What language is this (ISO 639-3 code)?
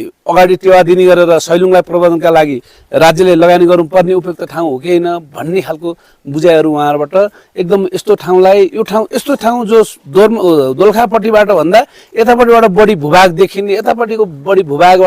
nep